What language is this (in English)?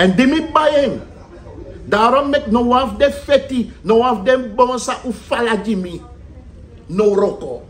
Sranan Tongo